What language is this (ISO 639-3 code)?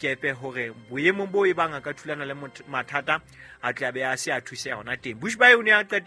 sot